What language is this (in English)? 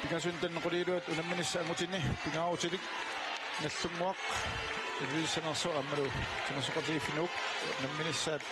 Kalaallisut